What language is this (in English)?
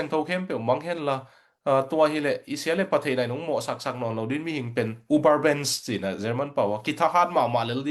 Tedim Chin